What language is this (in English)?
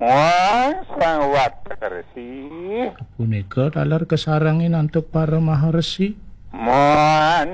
Balinese